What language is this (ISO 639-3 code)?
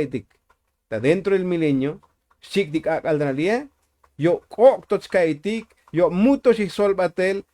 tzo